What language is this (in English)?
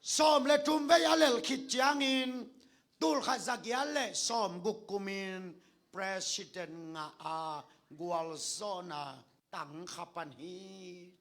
Tedim Chin